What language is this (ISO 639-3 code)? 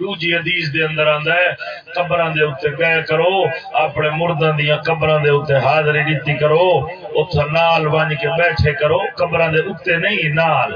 skr